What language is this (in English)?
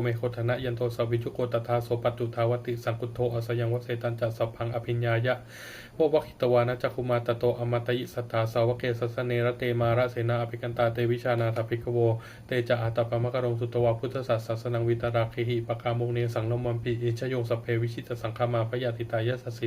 Pali